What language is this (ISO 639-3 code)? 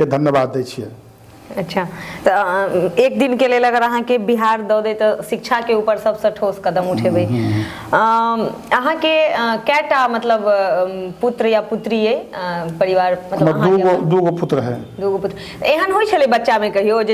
mai